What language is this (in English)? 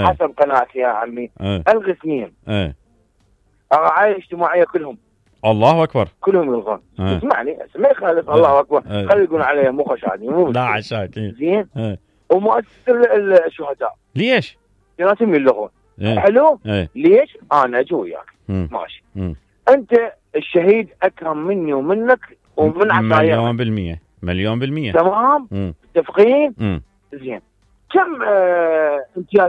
Mesopotamian Arabic